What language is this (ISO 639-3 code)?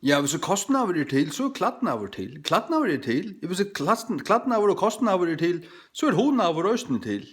fao